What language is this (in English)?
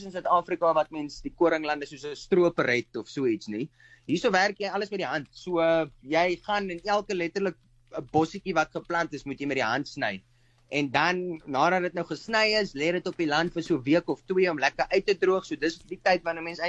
Afrikaans